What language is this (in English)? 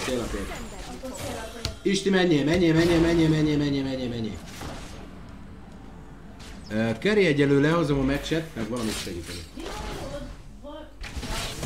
Hungarian